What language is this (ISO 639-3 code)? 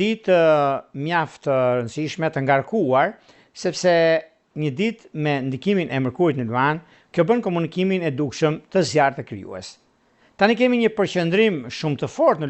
sqi